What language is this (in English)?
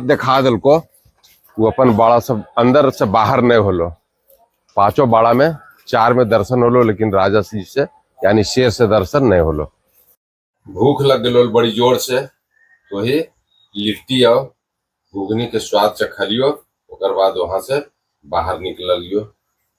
Magahi